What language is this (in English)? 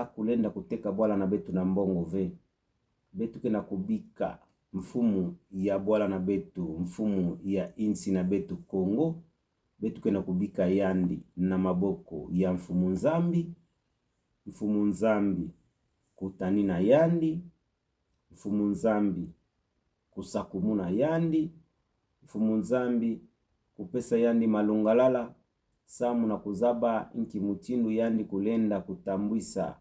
Kituba (Democratic Republic of Congo)